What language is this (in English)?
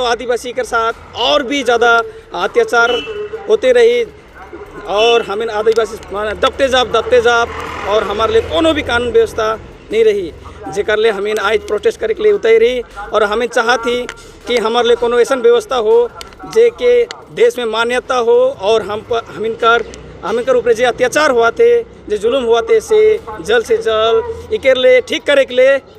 Sadri